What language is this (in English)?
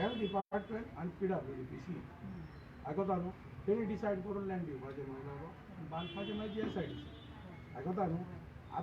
Konkani